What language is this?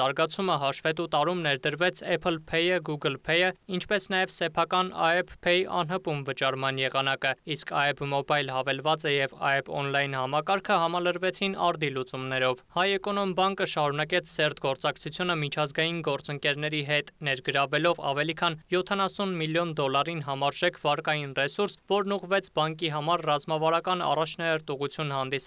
Armenian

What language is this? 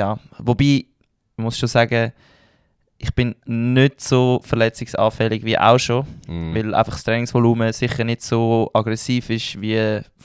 Swiss German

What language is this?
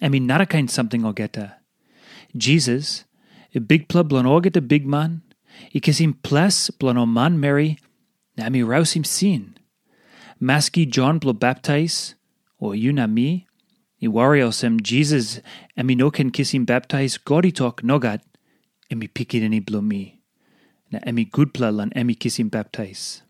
Tok Pisin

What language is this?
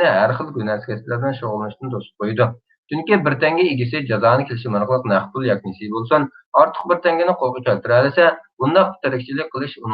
Uyghur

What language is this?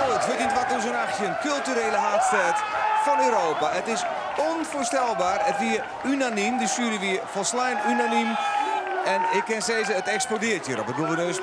Western Frisian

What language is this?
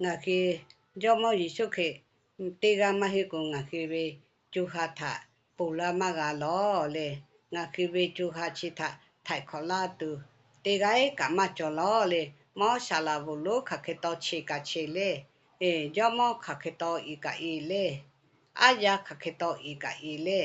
Lahu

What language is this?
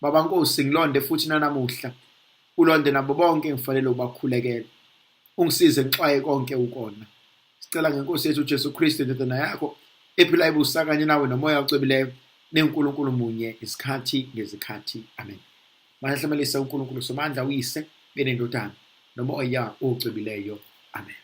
Zulu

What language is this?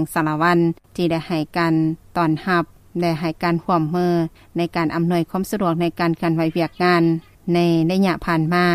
Lao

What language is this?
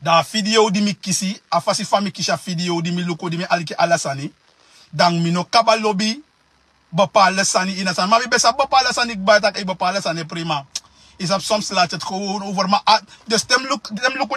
Sranan Tongo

